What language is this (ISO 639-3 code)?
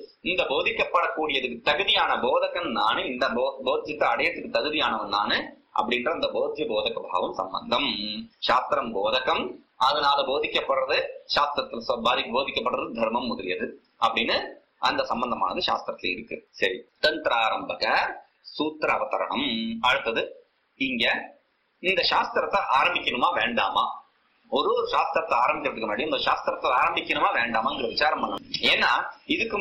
tam